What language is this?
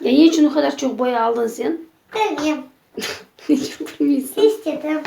Crimean Tatar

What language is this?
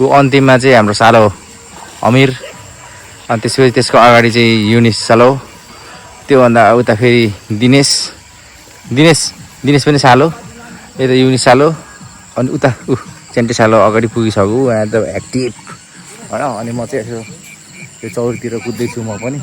Nepali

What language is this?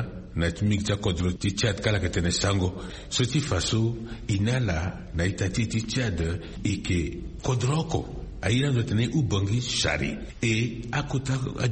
Sango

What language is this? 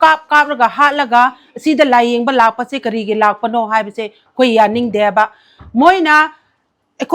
Manipuri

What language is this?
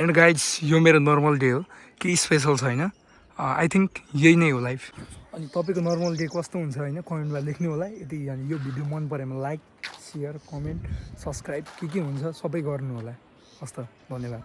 Nepali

